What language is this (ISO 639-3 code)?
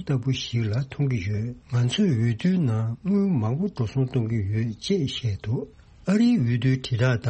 bod